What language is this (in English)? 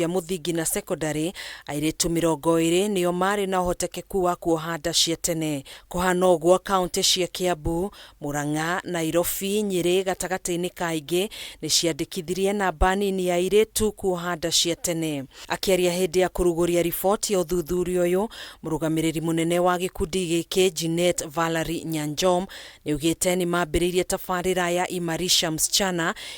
Kikuyu